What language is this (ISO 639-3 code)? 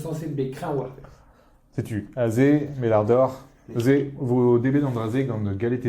bre